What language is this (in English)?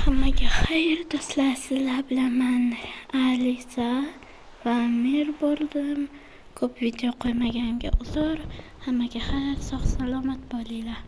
Uzbek